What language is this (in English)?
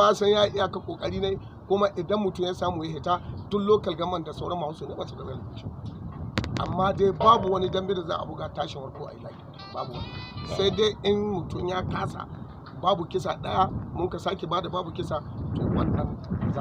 Hausa